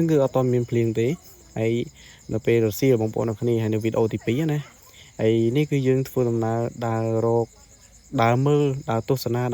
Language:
Khmer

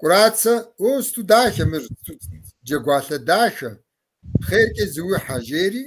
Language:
Kabardian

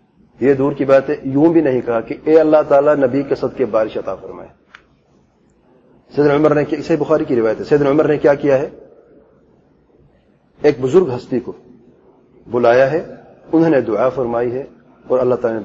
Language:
Urdu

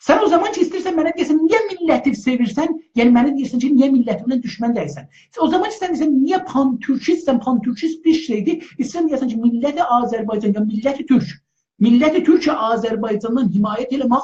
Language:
South Azerbaijani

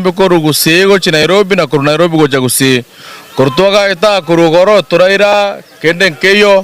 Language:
Gusii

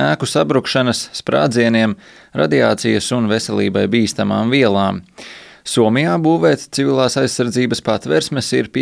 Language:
Latvian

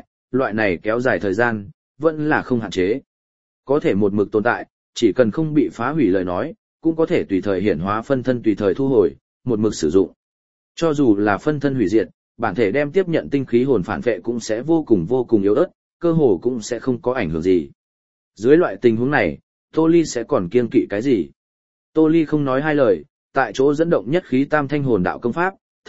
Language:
Vietnamese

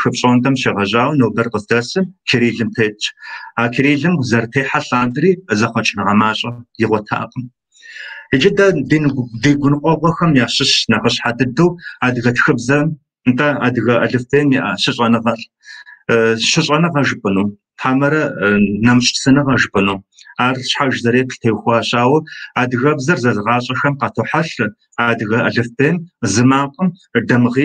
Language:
Kabardian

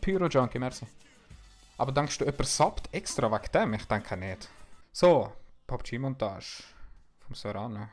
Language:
Swiss German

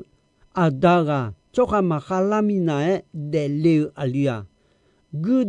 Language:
Akha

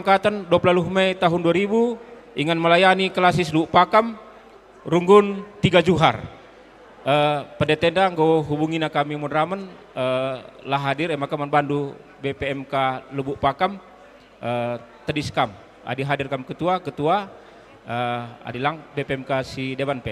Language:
Batak Karo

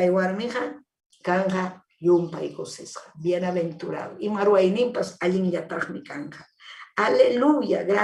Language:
Ayacucho Quechua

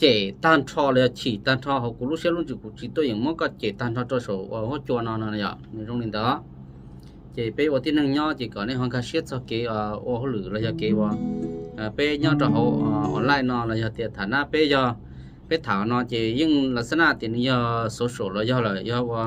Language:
Hmong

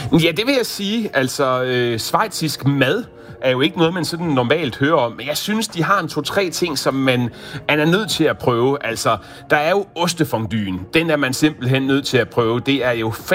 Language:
Danish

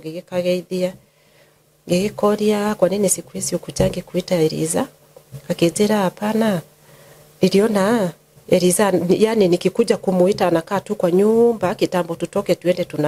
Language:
Kikuyu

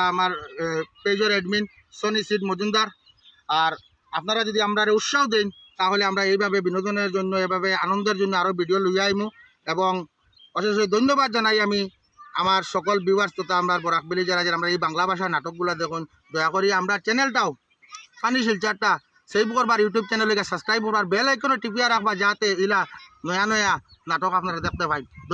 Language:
Sylheti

